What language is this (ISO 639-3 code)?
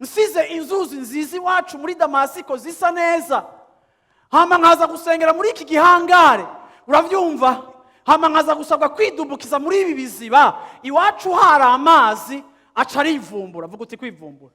run